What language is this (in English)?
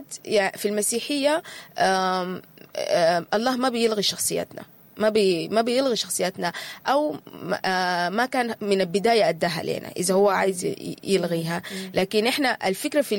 Sudanese Arabic